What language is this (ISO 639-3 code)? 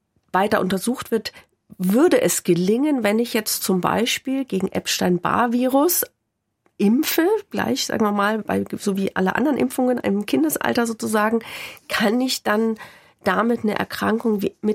deu